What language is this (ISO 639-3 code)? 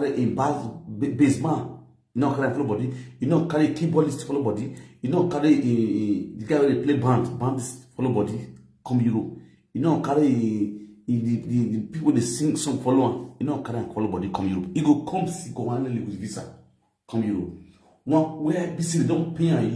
pcm